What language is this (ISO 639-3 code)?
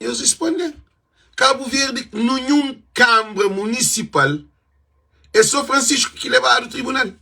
kea